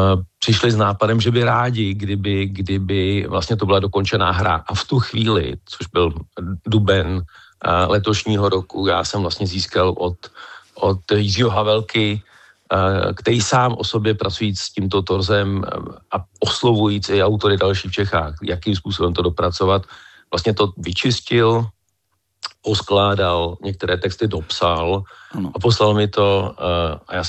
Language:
Czech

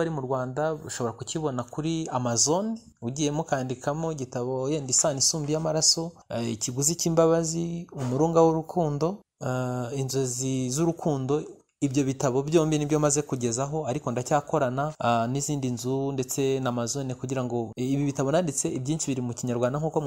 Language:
Kinyarwanda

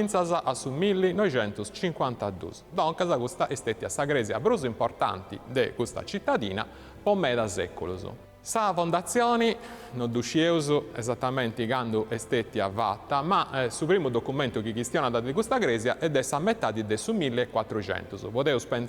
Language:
Sardinian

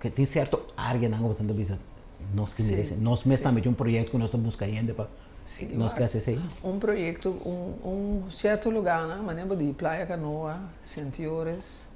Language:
Papiamento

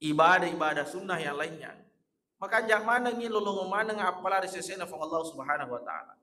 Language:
Buginese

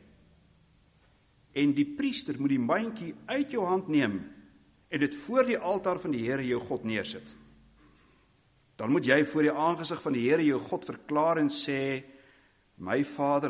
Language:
Afrikaans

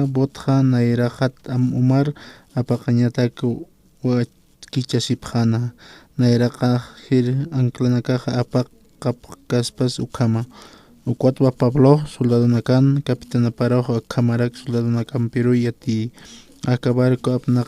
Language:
Aymara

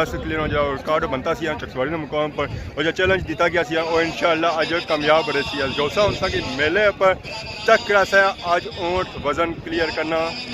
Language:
Pahari-Potwari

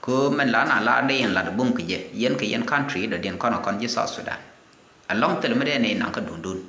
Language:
Nuer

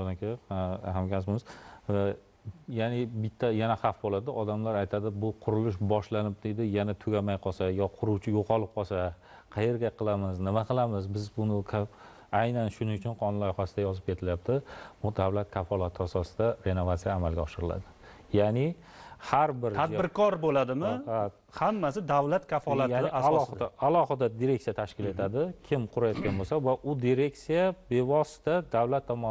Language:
Uzbek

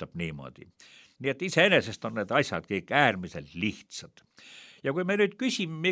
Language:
Estonian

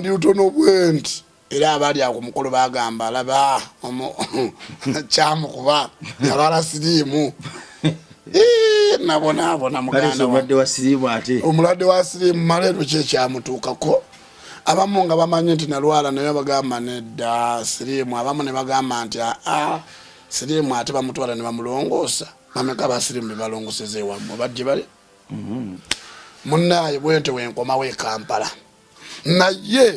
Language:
Ganda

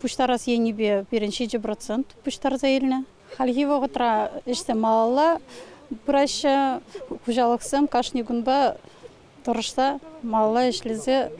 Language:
Chuvash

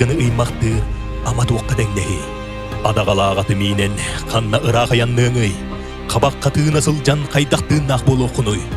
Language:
Yakut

